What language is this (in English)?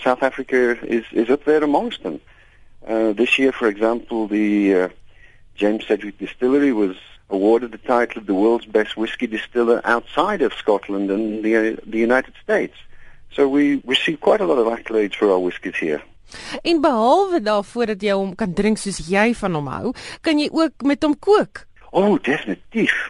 English